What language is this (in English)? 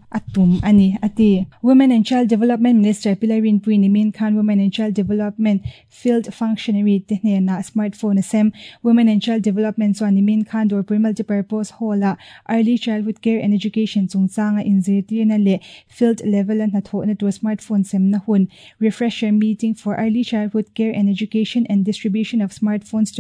Mizo